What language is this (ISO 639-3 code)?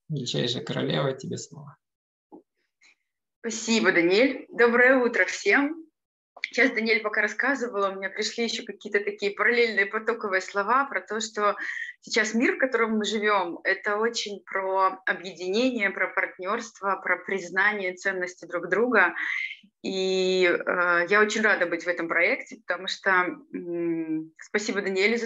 rus